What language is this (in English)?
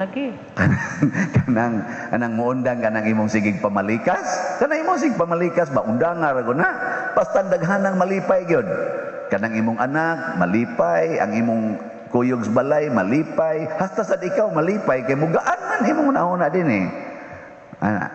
Cebuano